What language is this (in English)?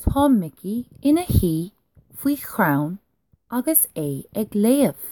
Irish